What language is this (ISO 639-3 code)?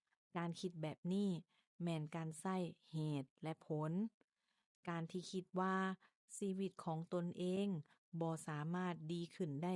lao